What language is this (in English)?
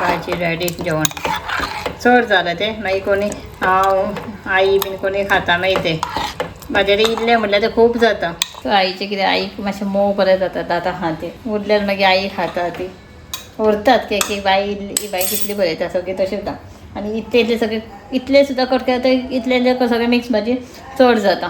Konkani